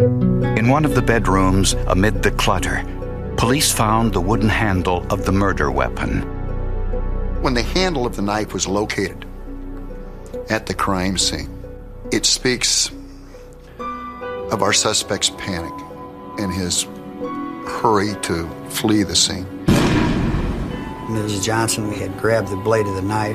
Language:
English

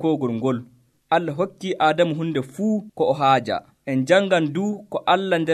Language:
Nigerian Fulfulde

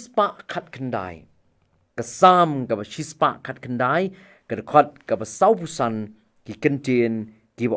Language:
Khasi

